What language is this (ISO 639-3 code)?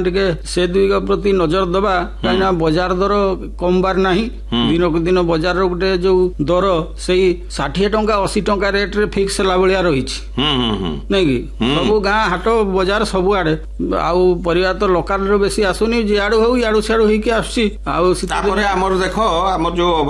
ori